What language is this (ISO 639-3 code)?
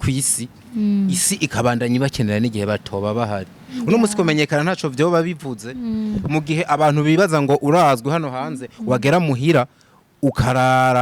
run